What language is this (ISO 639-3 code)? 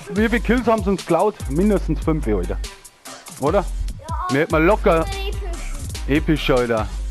bar